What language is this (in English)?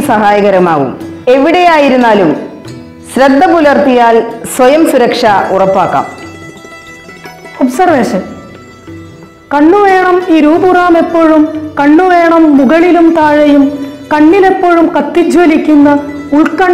Malayalam